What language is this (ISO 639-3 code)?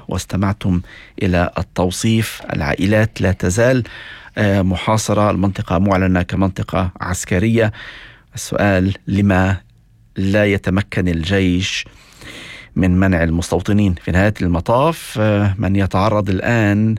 apc